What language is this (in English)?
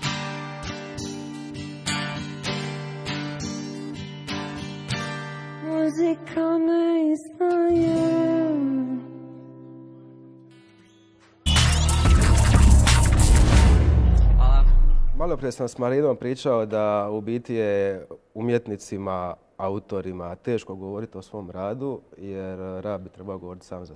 Croatian